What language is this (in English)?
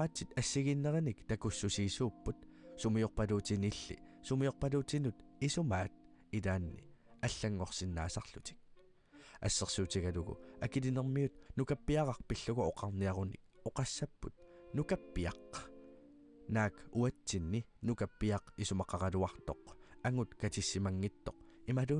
Kalaallisut